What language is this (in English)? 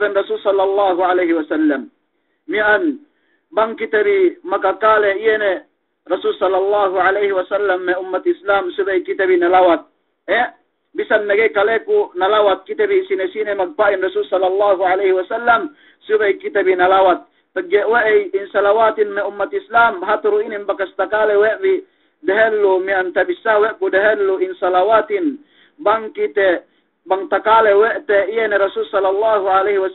Yakan